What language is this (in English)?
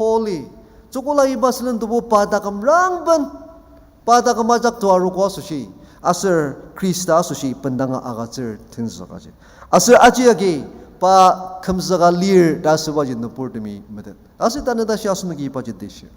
Ao Naga